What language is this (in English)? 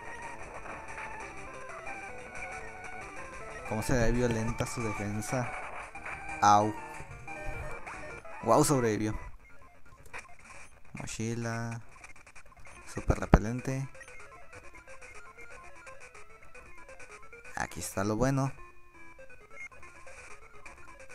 Spanish